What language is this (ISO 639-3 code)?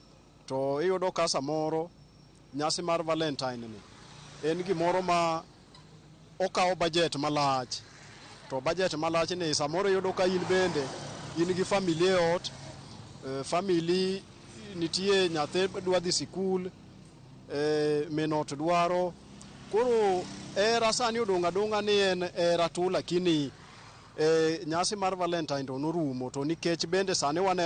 luo